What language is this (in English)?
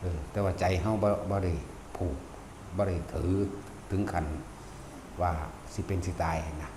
Northeastern Thai